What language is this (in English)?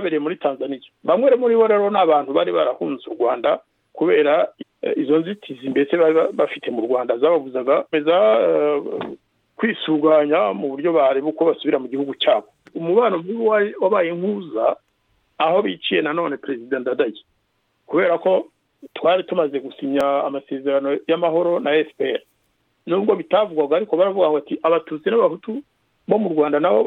Kinyarwanda